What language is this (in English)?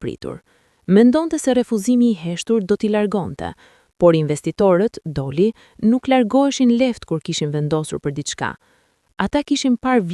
Albanian